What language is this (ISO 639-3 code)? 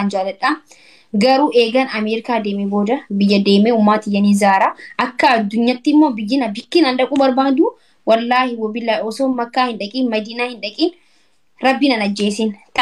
orm